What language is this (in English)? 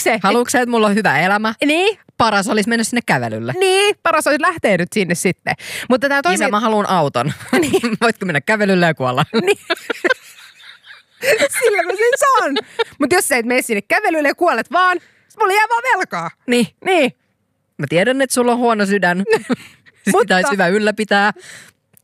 Finnish